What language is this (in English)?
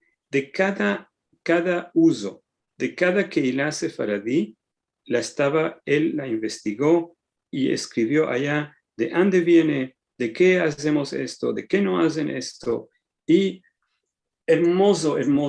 Ladino